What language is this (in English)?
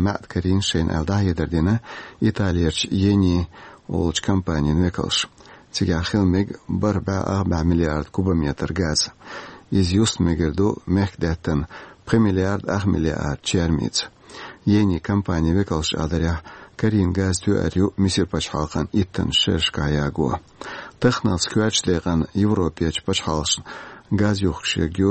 Chechen